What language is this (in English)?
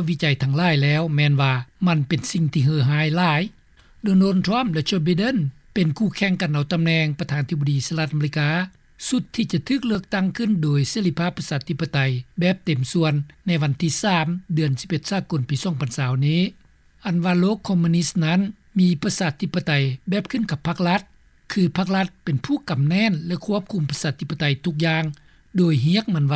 Lao